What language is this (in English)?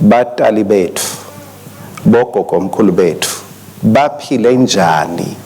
Swati